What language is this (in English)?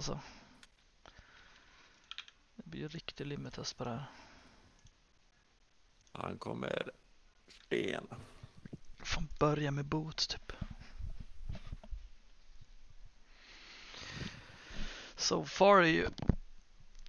Swedish